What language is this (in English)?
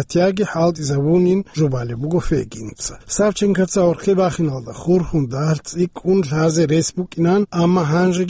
Avaric